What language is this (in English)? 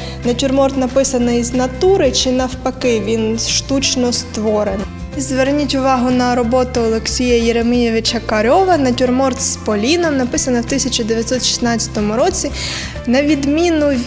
Ukrainian